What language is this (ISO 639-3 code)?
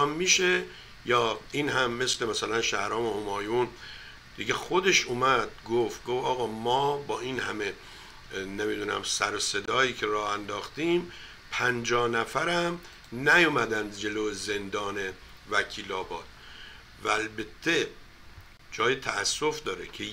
fas